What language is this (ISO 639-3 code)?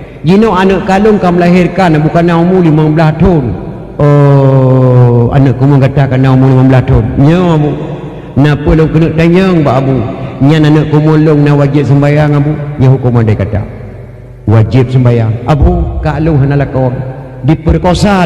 ace